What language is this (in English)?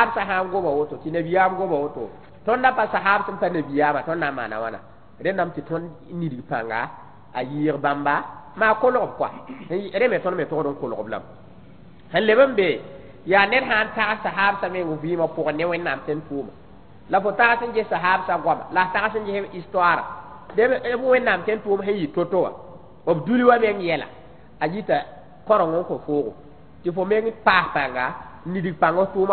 Mossi